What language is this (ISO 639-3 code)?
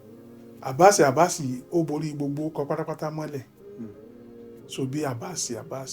yor